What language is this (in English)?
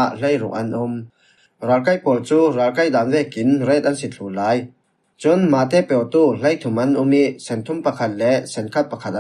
Falam Chin